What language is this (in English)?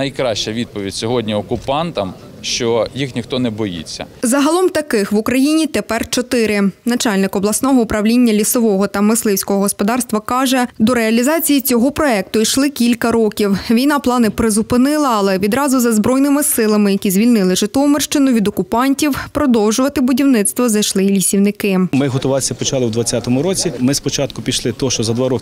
Ukrainian